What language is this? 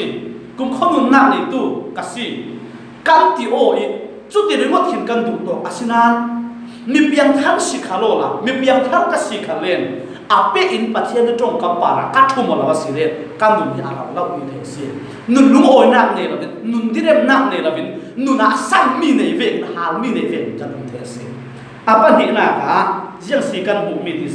Falam Chin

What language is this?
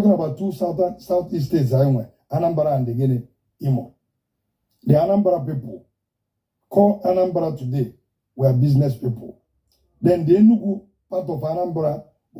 Igbo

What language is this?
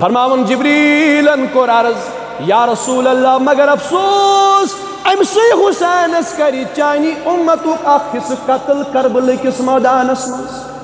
Kashmiri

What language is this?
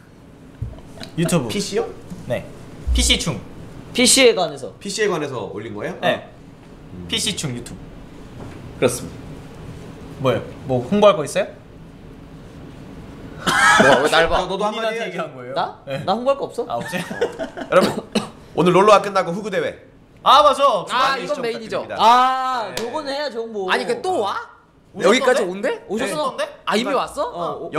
Korean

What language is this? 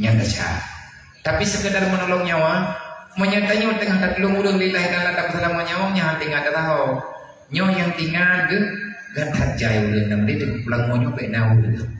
Achinese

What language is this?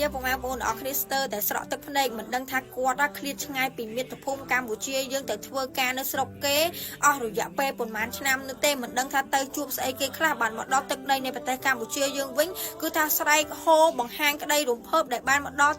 Khmer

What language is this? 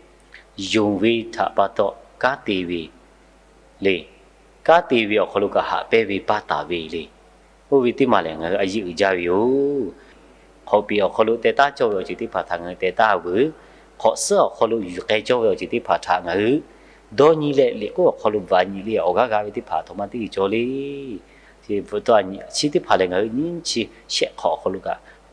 Lahu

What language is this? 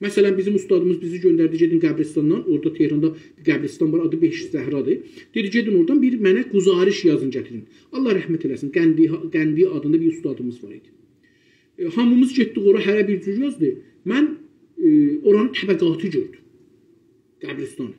South Azerbaijani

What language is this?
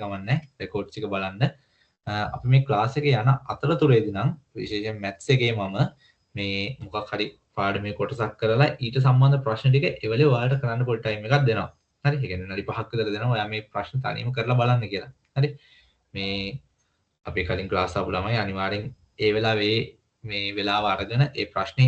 Sinhala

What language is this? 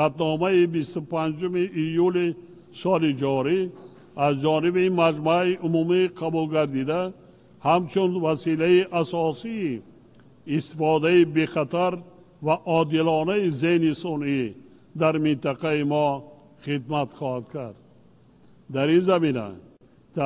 Tajik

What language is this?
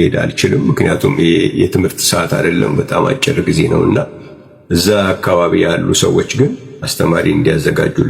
Amharic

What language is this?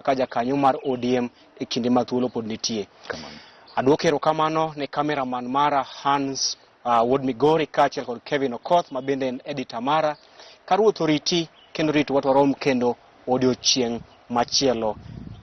Luo (Kenya and Tanzania)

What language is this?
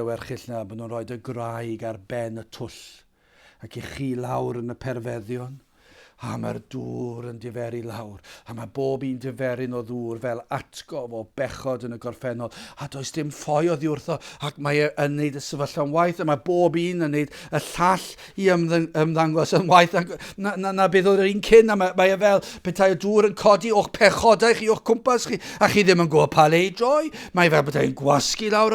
Welsh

